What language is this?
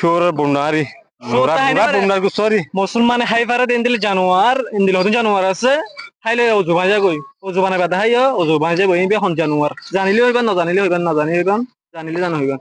Rohingya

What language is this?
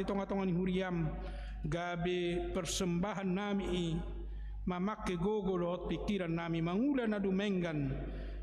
Batak Toba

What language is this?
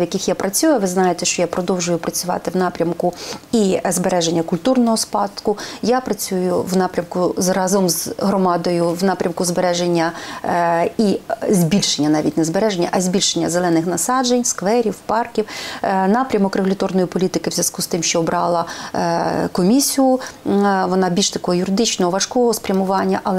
Ukrainian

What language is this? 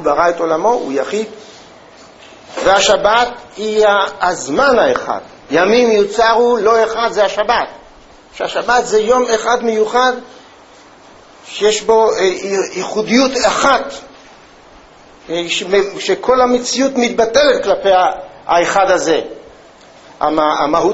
Hebrew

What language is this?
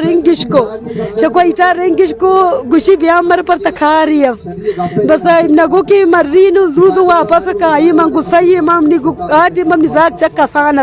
Baluchi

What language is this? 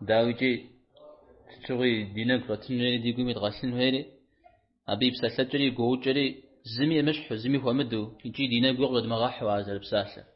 Kabardian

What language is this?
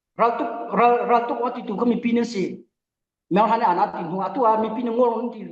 Falam Chin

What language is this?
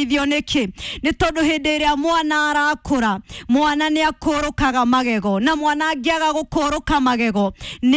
Kikuyu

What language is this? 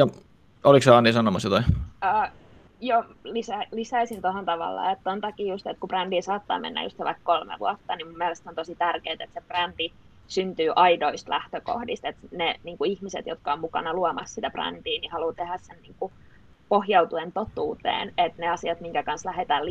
Finnish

